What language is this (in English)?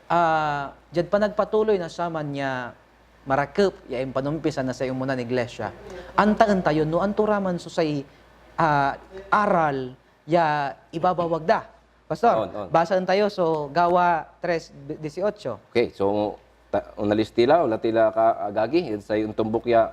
Pangasinan